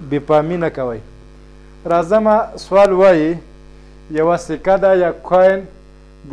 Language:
Pashto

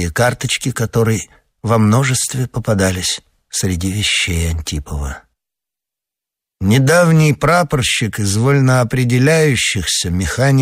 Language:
Russian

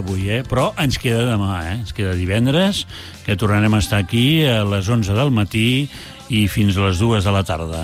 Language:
Catalan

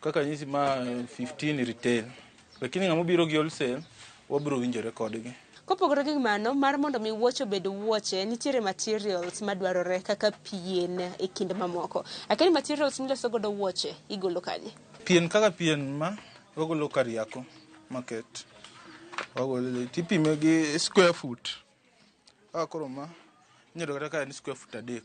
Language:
Luo (Kenya and Tanzania)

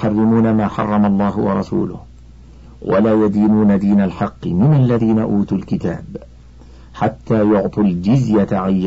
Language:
Arabic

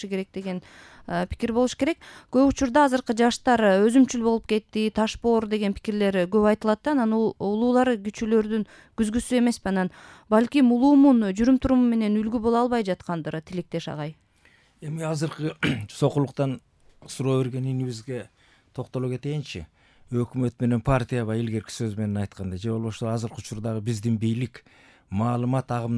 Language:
Kyrgyz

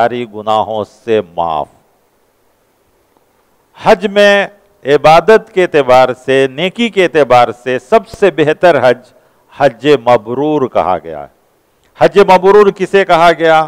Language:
Urdu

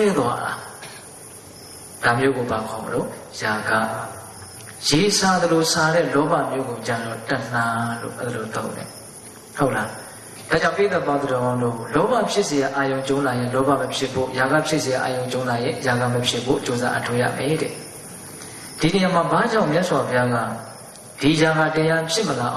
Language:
Burmese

